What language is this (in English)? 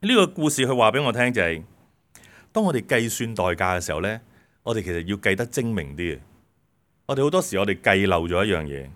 Cantonese